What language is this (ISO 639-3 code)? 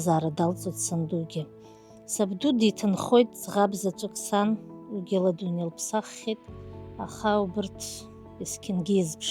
abk